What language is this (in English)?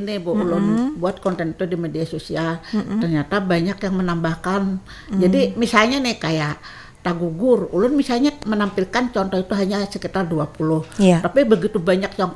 Banjar